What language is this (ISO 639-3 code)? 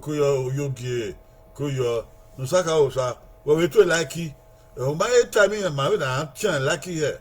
bin